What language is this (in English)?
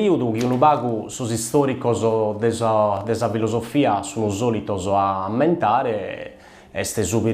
Sardinian